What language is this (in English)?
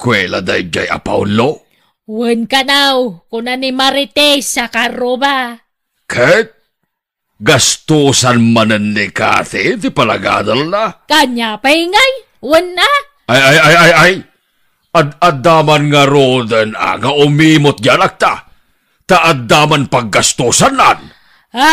Iloko